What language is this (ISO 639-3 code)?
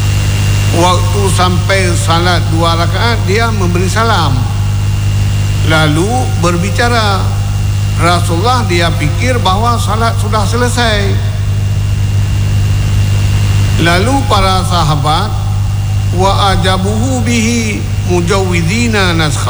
msa